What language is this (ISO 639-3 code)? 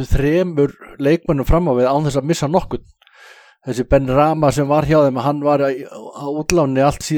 isl